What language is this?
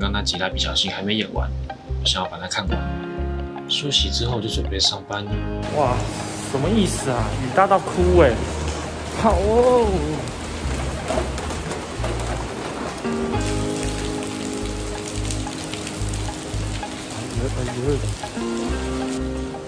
Chinese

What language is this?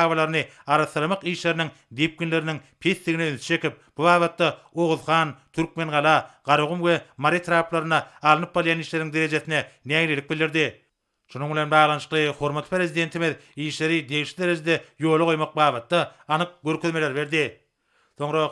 Turkmen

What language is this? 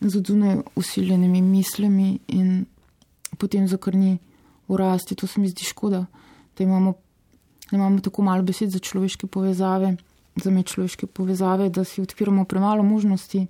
Slovenian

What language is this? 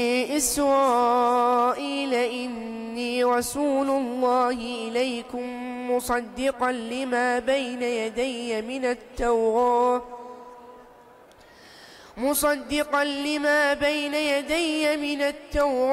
Arabic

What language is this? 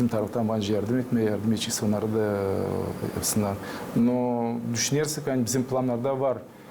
Gagauz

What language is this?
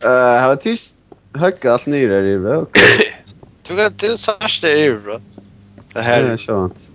Faroese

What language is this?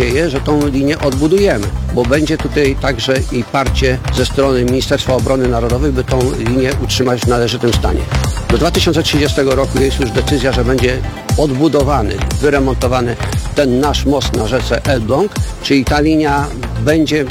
Polish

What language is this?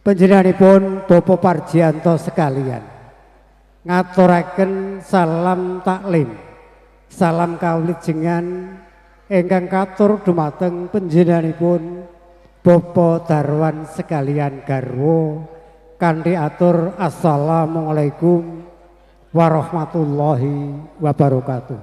Javanese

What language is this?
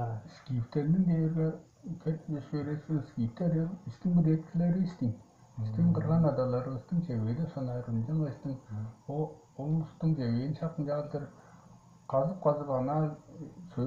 Tuvinian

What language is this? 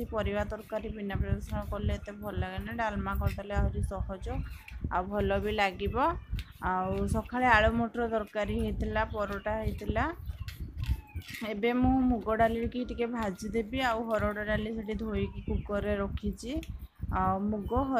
Odia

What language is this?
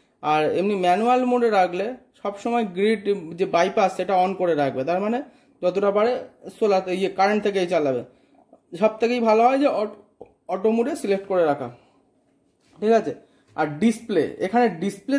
Bangla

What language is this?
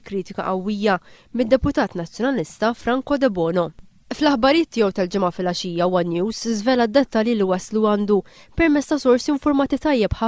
Maltese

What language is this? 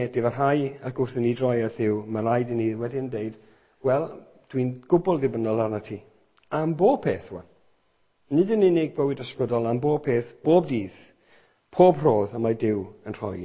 Welsh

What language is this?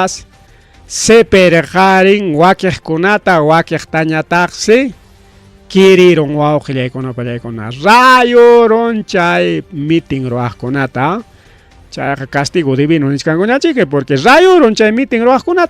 Ayacucho Quechua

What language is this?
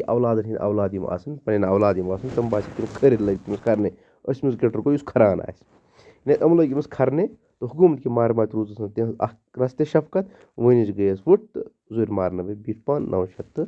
Kashmiri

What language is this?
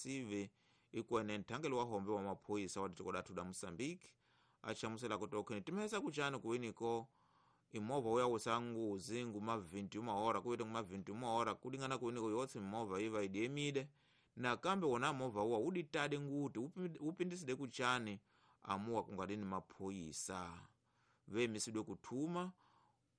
Tsonga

